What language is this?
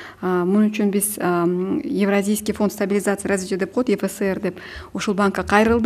Kyrgyz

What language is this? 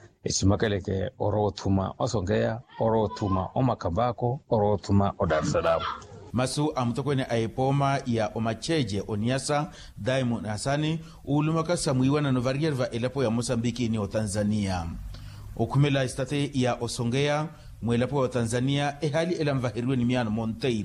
Makhuwa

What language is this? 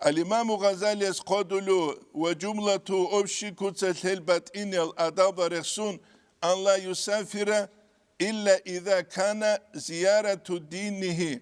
Avaric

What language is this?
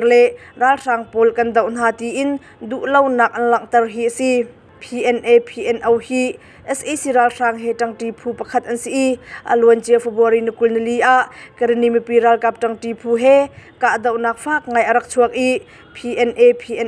Hakha Chin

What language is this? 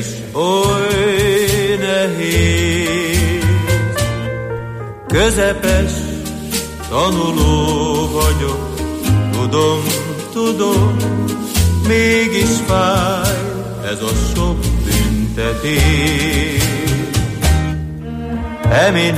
Hungarian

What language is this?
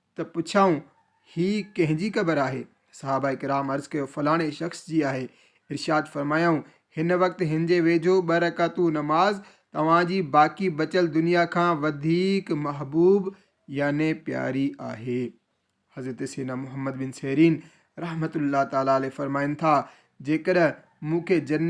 Sindhi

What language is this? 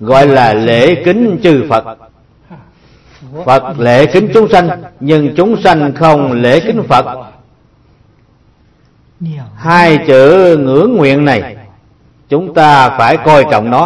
Vietnamese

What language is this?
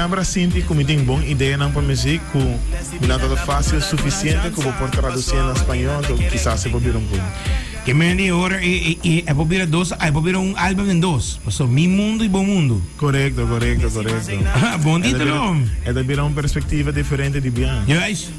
Papiamento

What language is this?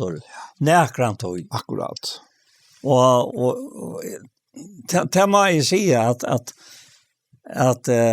Faroese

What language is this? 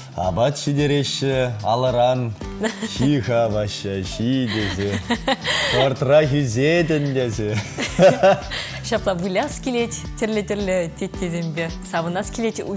Chuvash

